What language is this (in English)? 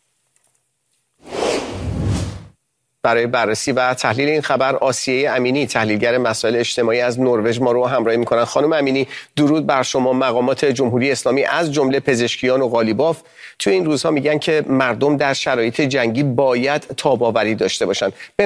Persian